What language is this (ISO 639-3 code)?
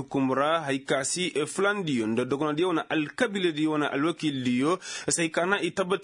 ses